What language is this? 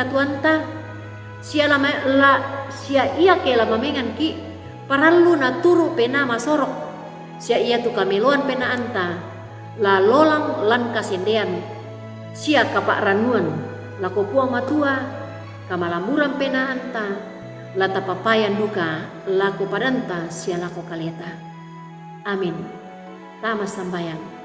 Toraja-Sa'dan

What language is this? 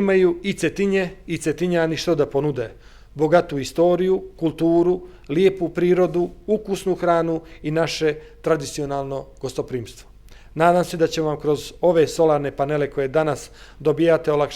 Bosnian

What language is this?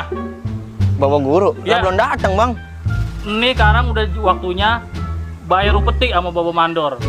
Betawi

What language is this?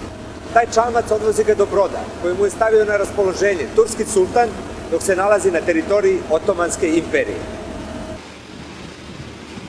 Serbian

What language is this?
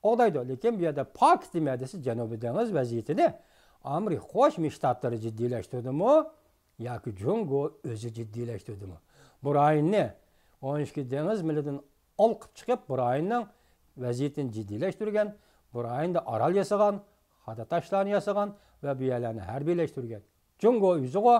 Uyghur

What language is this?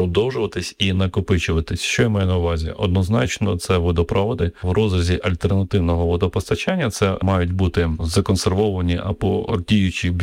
Ukrainian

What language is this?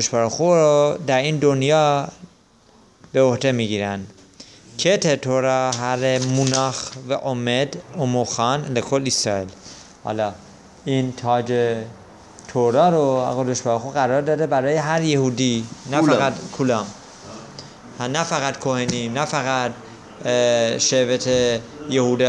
Persian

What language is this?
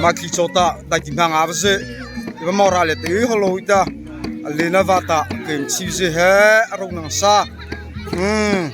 Mara Chin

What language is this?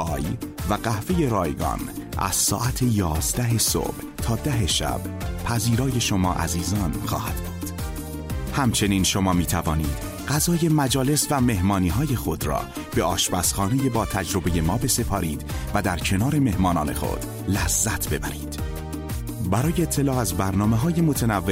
Persian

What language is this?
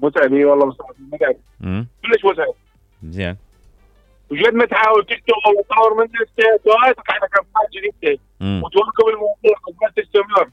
Mesopotamian Arabic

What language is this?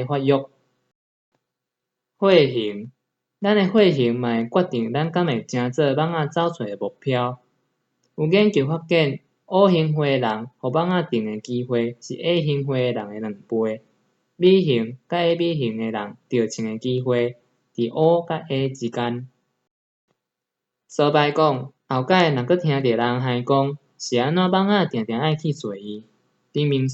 Min Nan Chinese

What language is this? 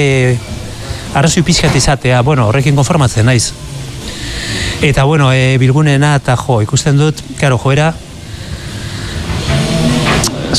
Basque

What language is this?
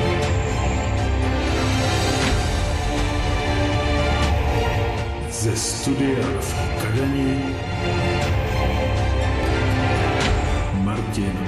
Czech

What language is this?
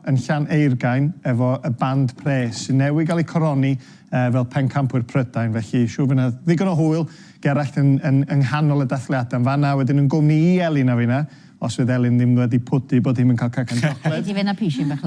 Welsh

